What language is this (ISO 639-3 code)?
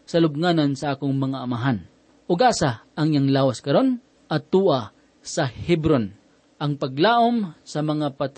ceb